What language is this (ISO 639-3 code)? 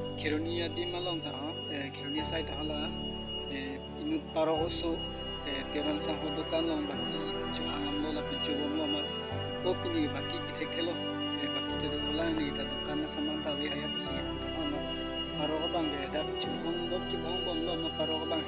mjw